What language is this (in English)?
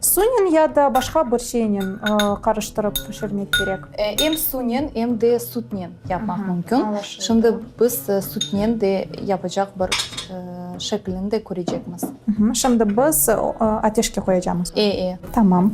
Crimean Tatar